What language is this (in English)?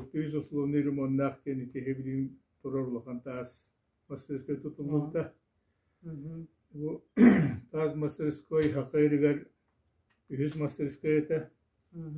Yakut